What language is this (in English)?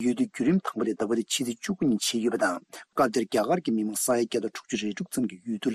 Tibetan